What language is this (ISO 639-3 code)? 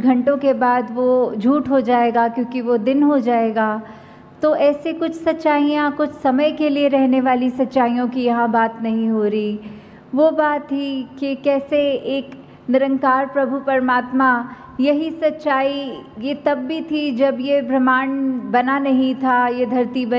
hin